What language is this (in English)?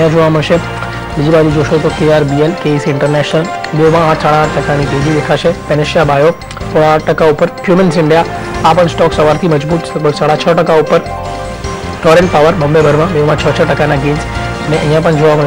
Gujarati